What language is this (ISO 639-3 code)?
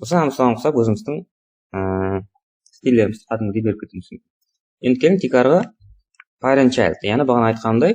kaa